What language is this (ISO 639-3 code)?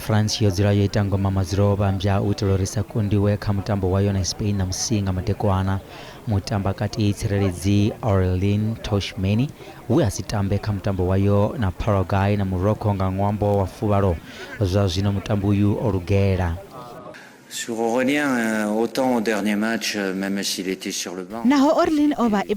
ven